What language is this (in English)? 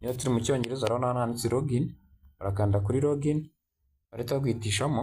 Kinyarwanda